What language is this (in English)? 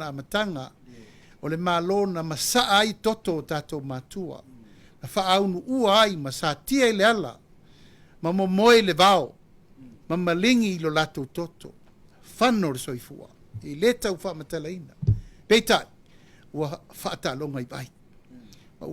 Samoan